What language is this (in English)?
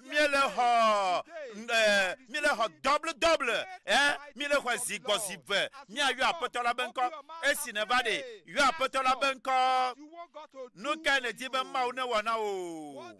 Ewe